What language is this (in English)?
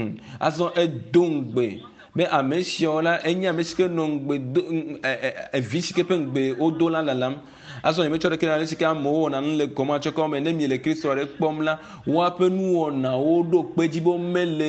Ewe